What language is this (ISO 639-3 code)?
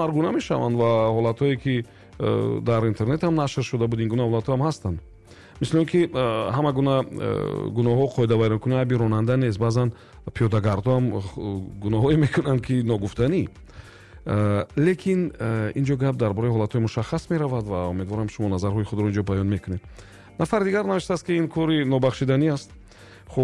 tgk